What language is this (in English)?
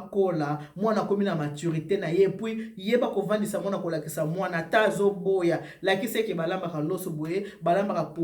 Lingala